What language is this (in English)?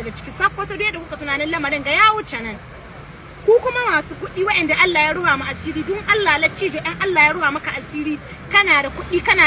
Hausa